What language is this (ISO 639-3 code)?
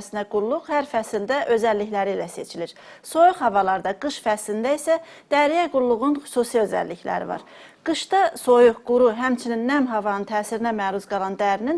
aze